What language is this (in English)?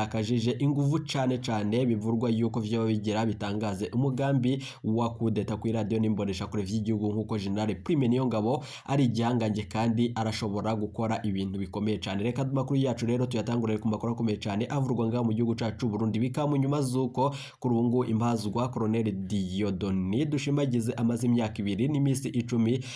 Rundi